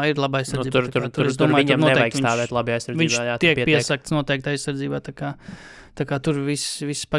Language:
Latvian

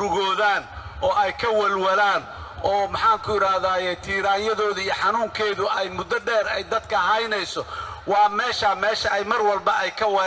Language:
Somali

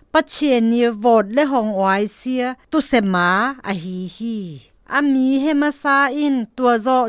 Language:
Zou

